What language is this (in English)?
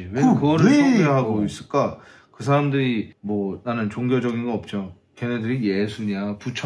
Korean